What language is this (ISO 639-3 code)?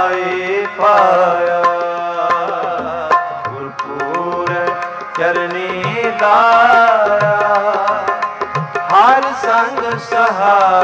pan